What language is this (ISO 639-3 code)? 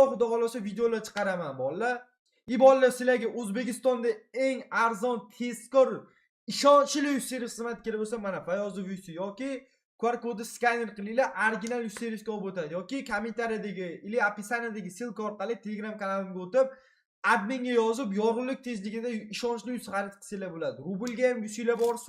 uzb